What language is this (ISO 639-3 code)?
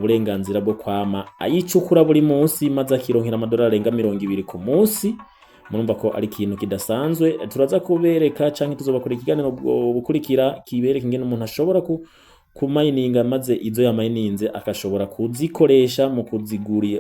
run